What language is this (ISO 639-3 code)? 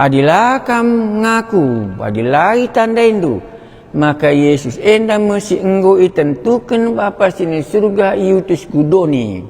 btx